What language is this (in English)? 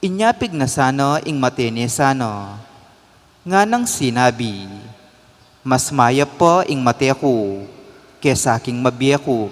Pampanga